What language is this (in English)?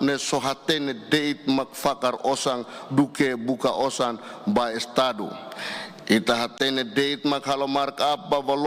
Tetum